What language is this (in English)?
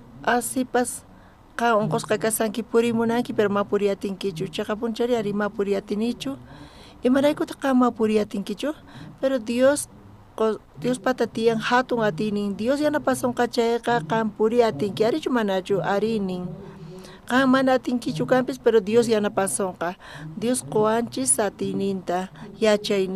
South Bolivian Quechua